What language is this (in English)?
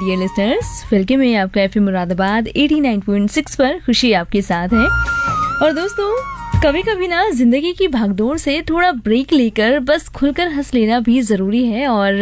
Hindi